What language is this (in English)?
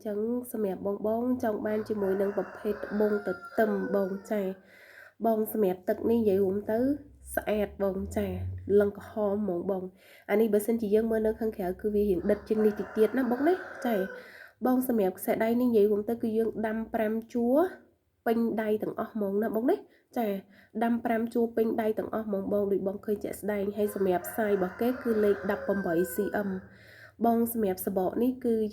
Khmer